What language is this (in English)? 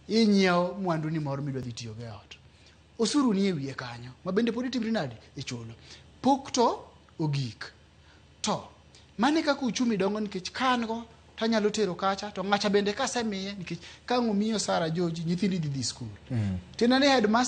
Luo (Kenya and Tanzania)